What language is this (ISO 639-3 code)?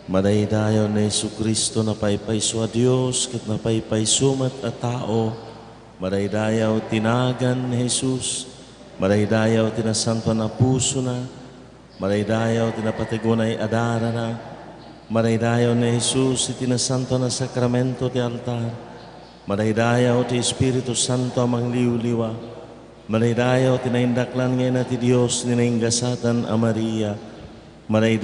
ilo